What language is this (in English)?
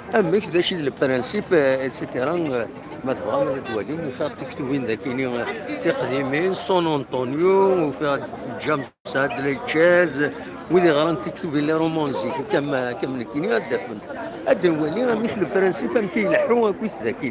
Kabyle